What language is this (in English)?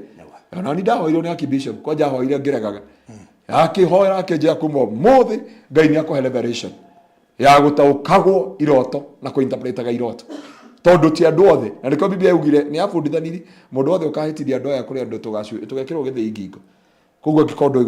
Kikuyu